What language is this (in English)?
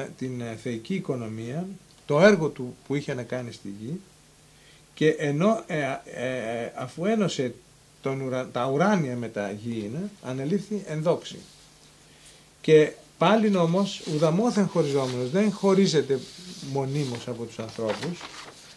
Greek